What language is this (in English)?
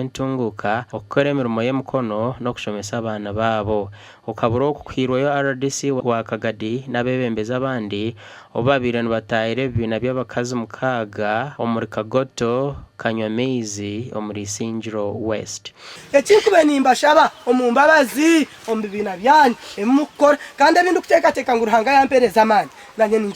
Nyankole